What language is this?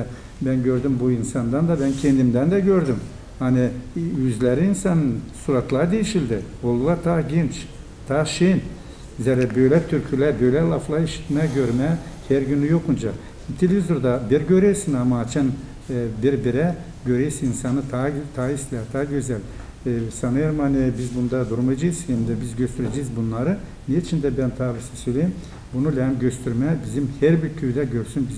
Gagauz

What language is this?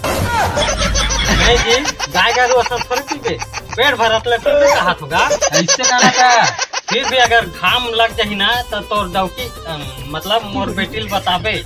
Chhattisgarhi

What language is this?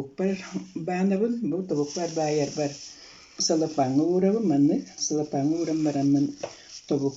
Yakut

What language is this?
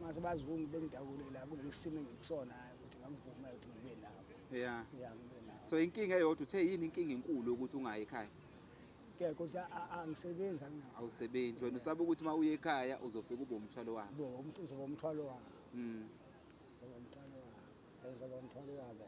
Zulu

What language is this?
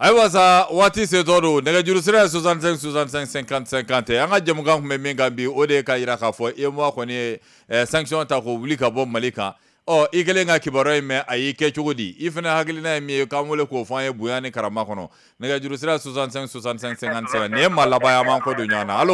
Bambara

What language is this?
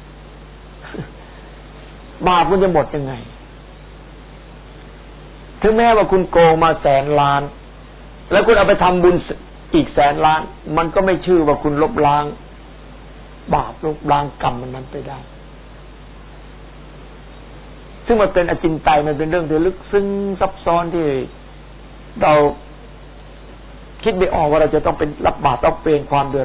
Thai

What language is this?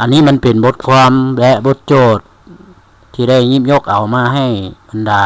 Lao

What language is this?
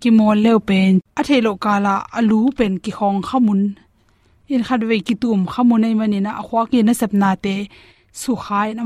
Tedim Chin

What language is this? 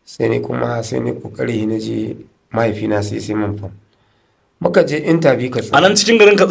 Hausa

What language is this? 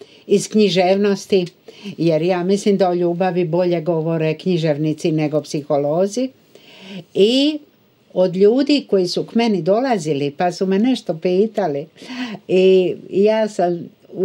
Croatian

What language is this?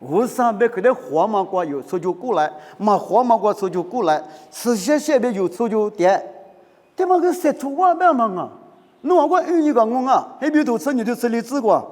Lisu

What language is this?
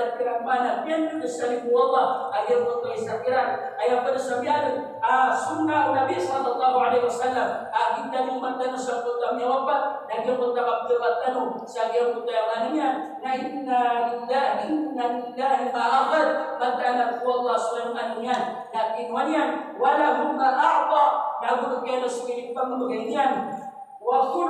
Maranao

